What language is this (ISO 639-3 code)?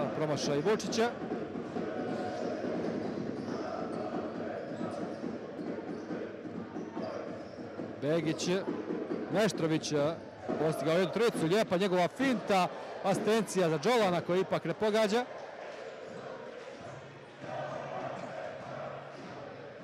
hrv